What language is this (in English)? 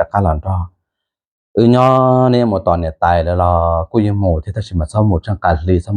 Hmong